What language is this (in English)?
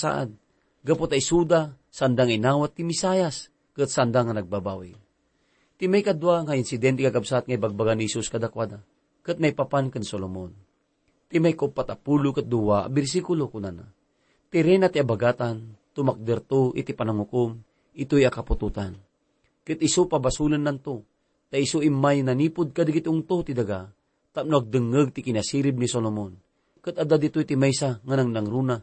Iloko